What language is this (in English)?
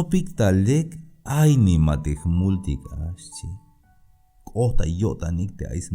Tzeltal